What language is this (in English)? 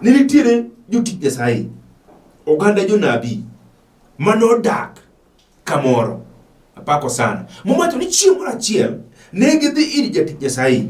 Luo (Kenya and Tanzania)